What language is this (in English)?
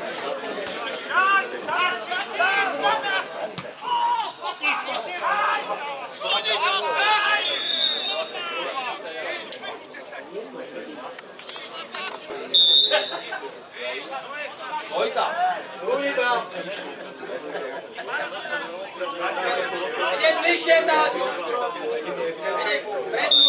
Slovak